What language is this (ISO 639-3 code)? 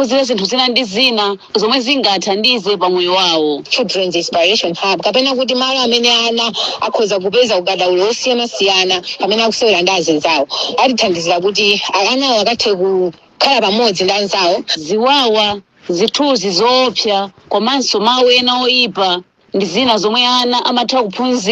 nya